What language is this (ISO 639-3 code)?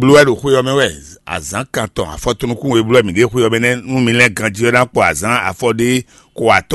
fon